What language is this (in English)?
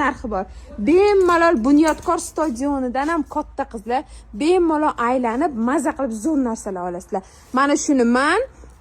Uzbek